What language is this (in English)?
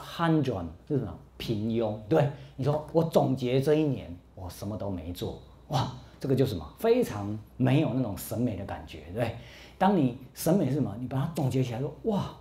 Chinese